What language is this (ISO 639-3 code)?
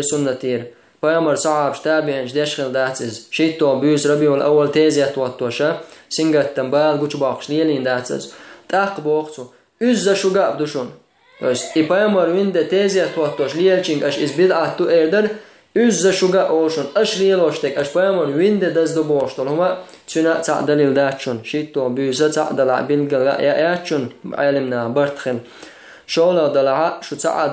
che